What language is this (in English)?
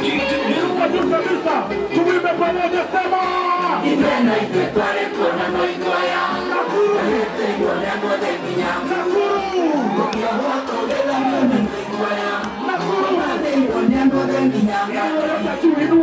Kikuyu